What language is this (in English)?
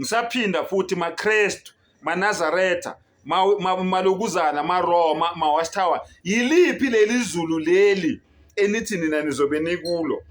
Zulu